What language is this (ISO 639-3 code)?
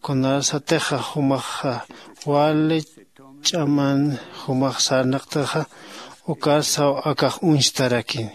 aym